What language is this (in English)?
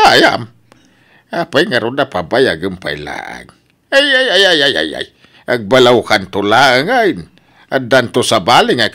Iloko